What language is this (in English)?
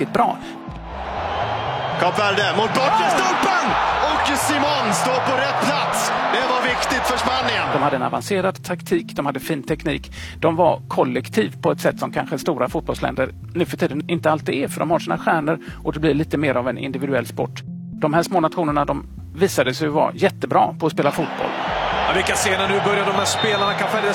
Swedish